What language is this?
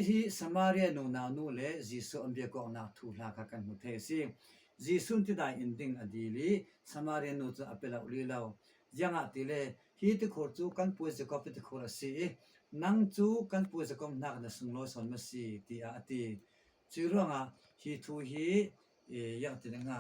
Falam Chin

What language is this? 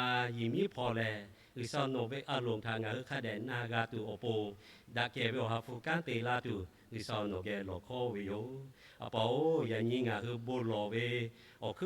Lahu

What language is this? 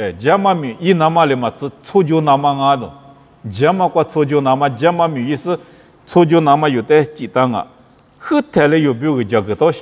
Lisu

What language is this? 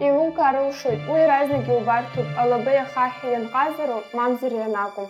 Abkhazian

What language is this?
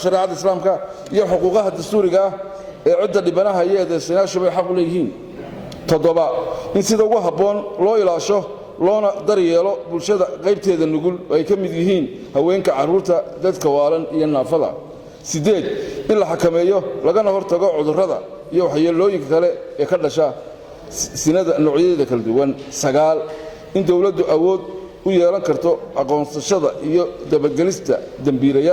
Somali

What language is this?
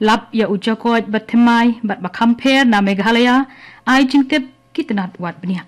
Khasi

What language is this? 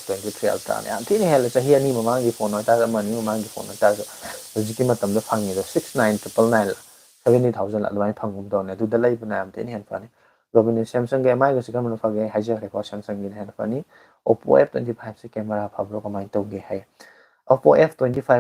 Manipuri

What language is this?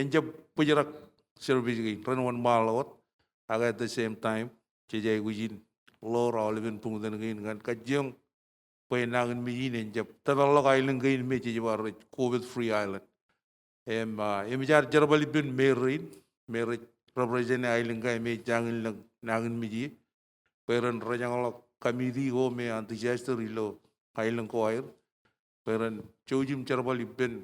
Marshallese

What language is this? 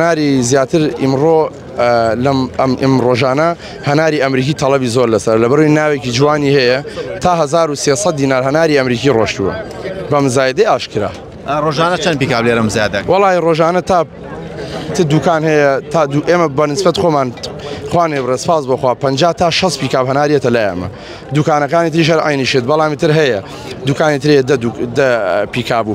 Central Kurdish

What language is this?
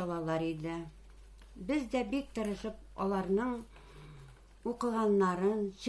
Tatar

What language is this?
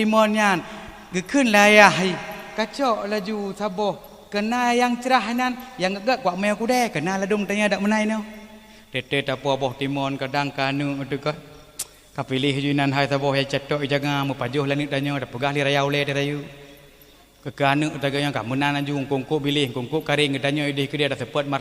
Achinese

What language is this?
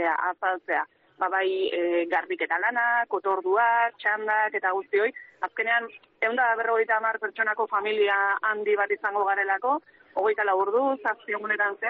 Basque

